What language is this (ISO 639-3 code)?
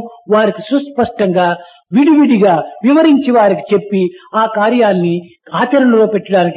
tel